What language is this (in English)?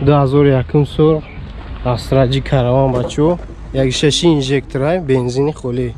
Tajik